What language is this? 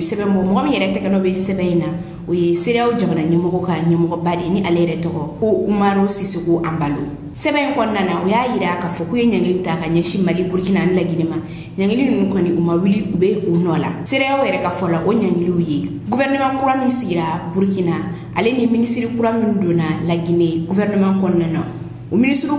Bambara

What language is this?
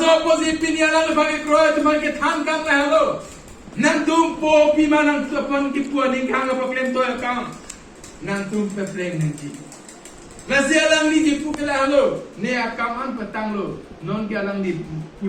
Karbi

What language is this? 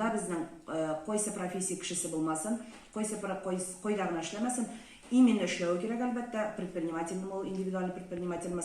Tatar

